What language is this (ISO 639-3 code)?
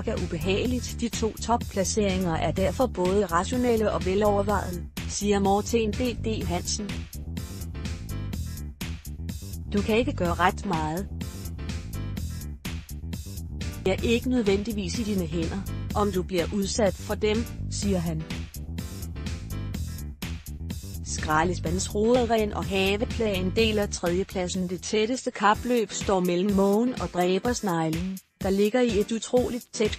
dan